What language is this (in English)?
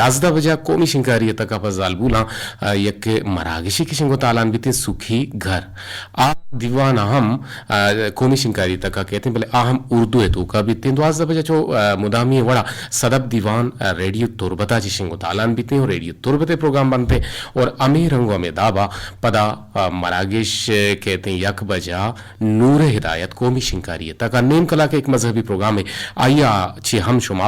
Eastern Balochi